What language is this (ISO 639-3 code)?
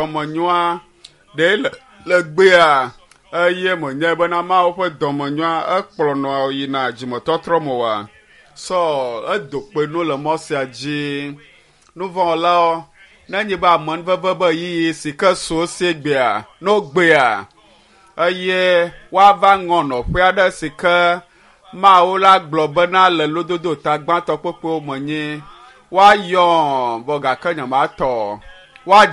ewe